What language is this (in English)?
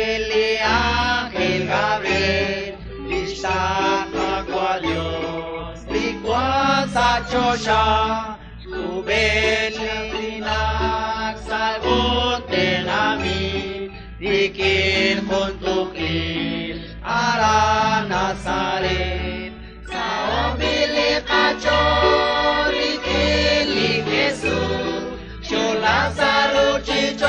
Kekchí